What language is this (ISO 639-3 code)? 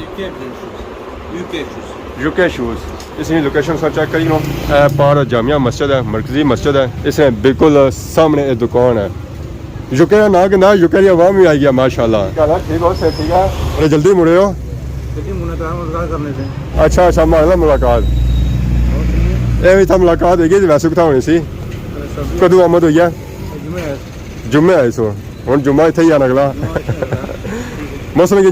phr